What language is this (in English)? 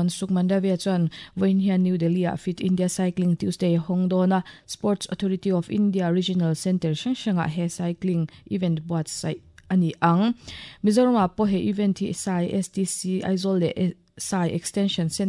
Mizo